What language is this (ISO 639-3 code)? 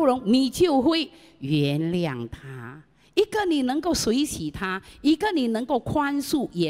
zho